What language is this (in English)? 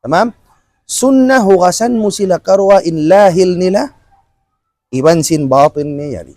Tausug